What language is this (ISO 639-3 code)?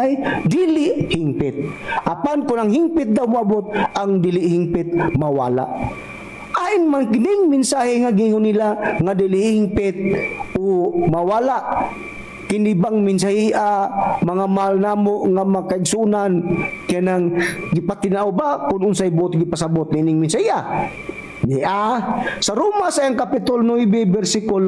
ceb